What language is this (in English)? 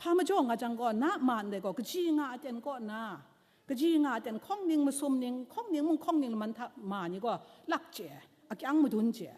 Kachin